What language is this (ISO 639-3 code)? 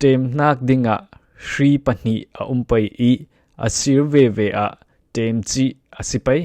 cfm